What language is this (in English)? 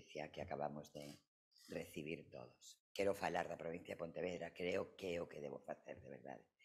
Galician